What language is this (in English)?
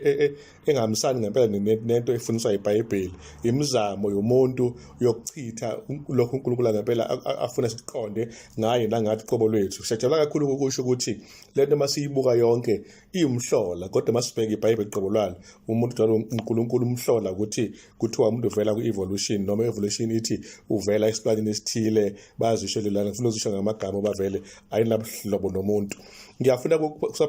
Zulu